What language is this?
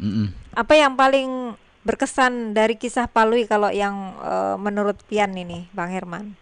Banjar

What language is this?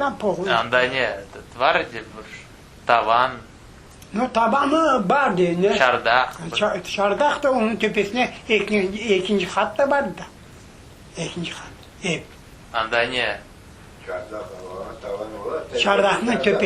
Crimean Tatar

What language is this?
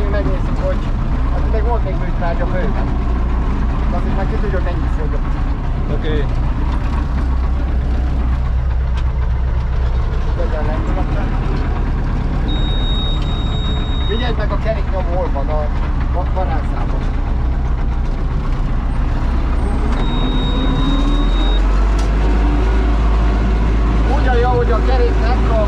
Hungarian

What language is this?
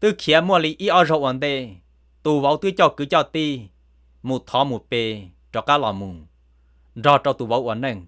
Hmong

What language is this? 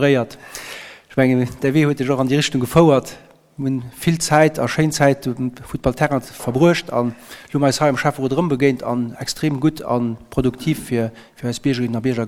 Luxembourgish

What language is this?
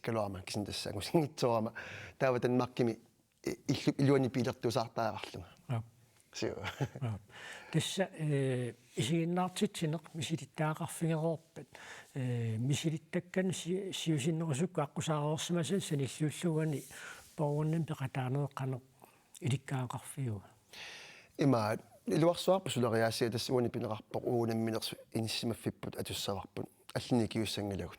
Kalaallisut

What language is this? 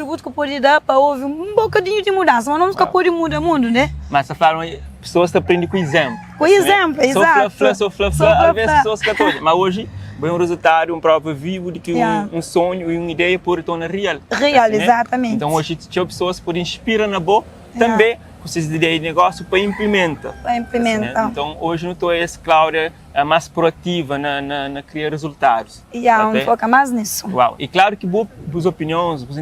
Kabuverdianu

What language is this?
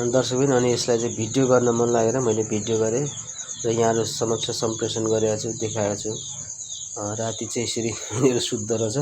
Nepali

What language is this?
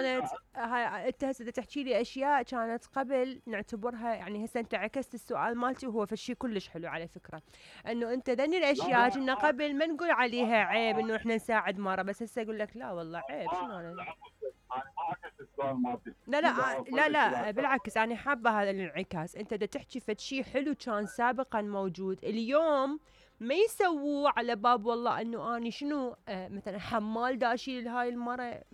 Mesopotamian Arabic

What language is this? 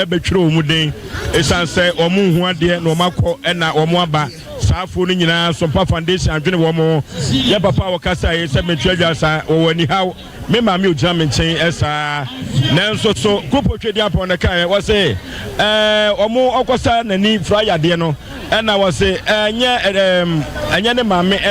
Akan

